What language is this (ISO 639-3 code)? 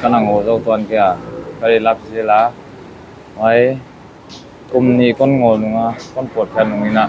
pck